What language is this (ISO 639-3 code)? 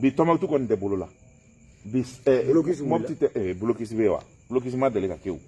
bam